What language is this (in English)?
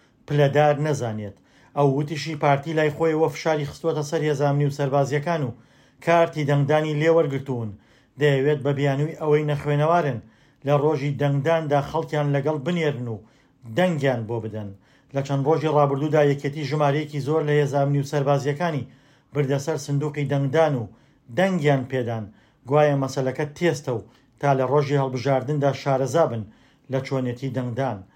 Central Kurdish